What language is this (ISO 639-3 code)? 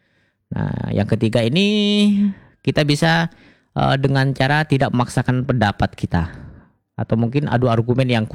ind